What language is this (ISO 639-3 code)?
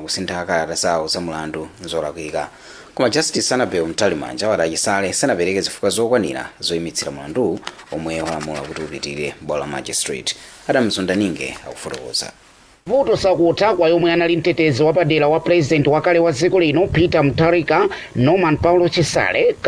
nya